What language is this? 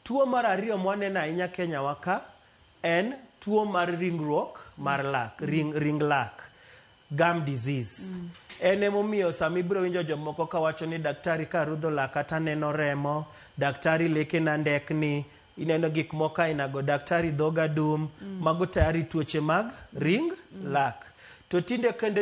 Luo (Kenya and Tanzania)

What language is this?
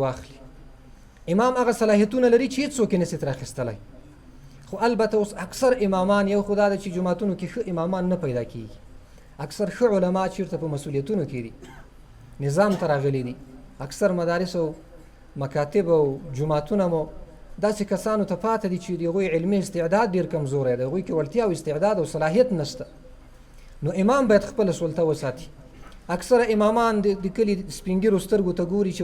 Pashto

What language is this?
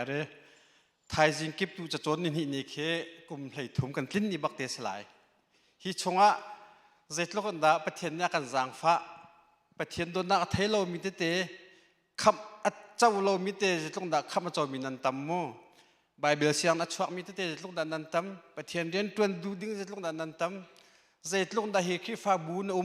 Hakha Chin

